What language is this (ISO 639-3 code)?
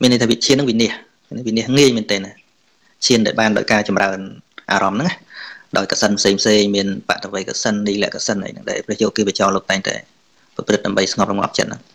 khm